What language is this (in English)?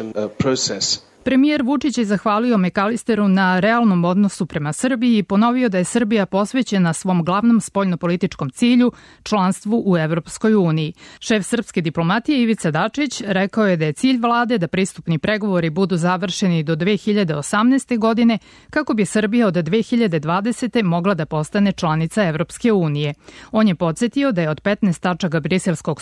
Serbian